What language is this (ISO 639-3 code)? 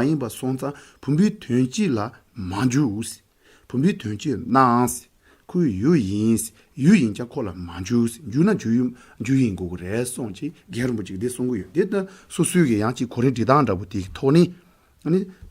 bod